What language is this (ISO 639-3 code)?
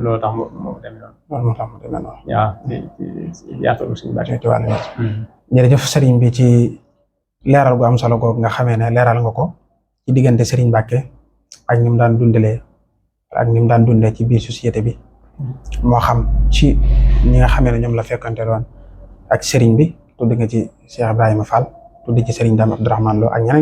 wol